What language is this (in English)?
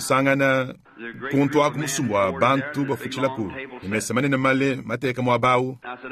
Luba-Lulua